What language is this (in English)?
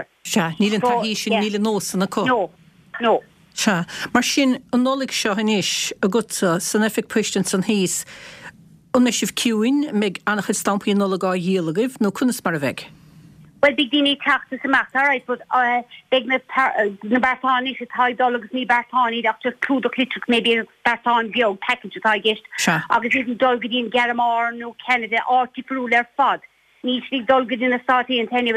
Irish